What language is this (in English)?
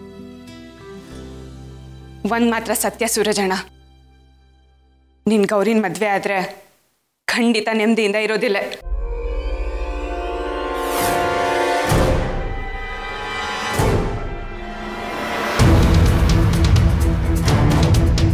Kannada